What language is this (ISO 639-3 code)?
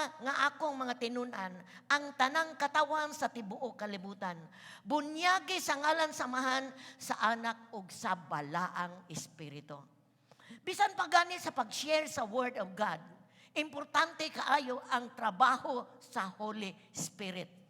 ceb